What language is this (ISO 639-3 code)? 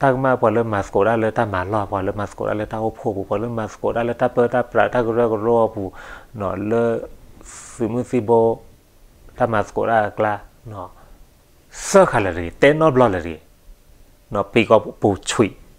ksw